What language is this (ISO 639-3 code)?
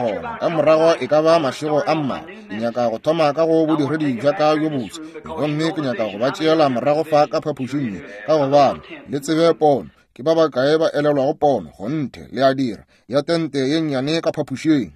nso